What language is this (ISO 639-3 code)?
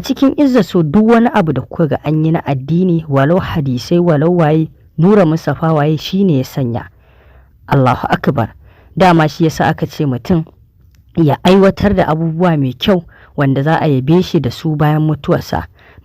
hau